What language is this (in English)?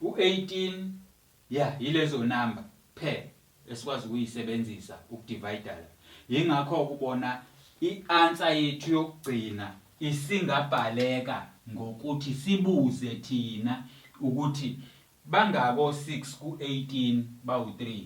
Zulu